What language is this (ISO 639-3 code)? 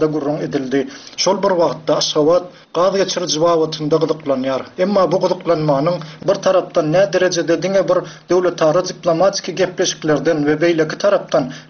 tuk